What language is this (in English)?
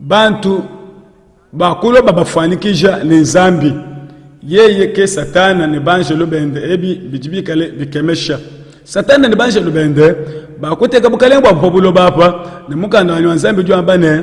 Luba-Lulua